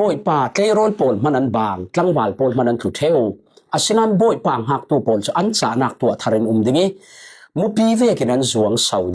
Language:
Falam Chin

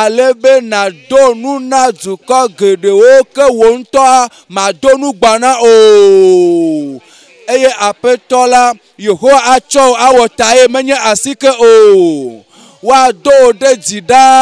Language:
Ewe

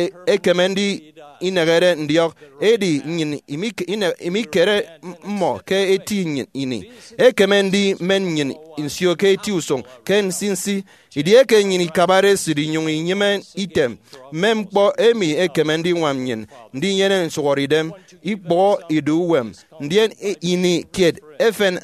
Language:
Efik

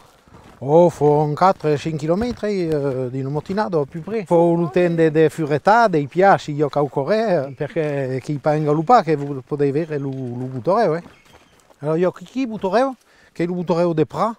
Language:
Occitan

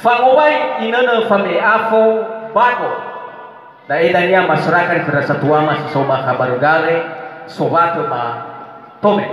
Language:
Nias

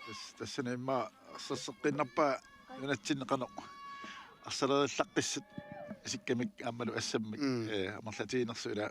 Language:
Kalaallisut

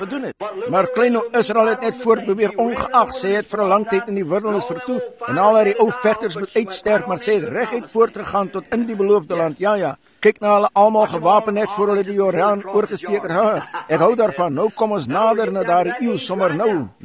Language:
Afrikaans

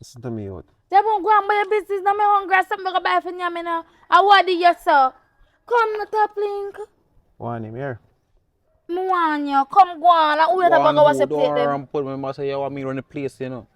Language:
Jamaican Creole English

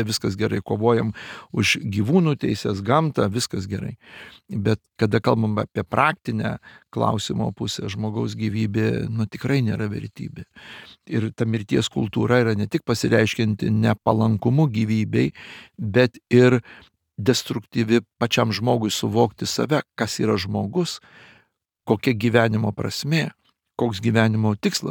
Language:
Lithuanian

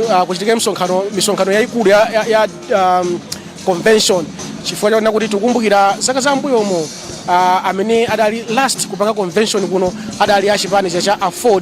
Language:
Nyanja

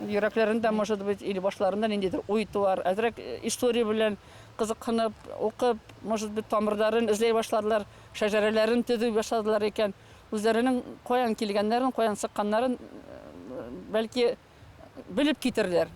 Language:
Bashkir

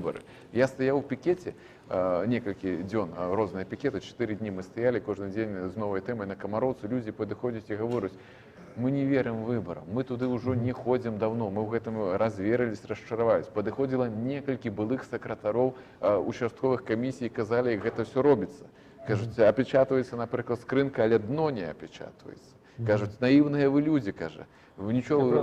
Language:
Belarusian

